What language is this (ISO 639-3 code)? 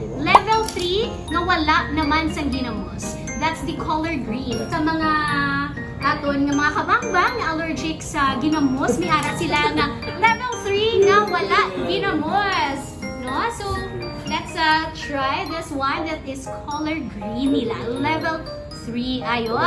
hil